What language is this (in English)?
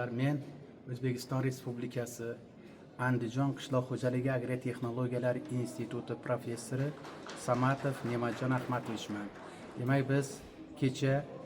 Uzbek